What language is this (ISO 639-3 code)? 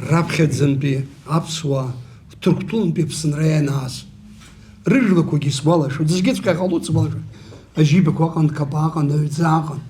abk